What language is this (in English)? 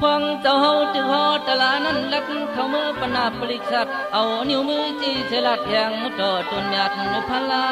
Shan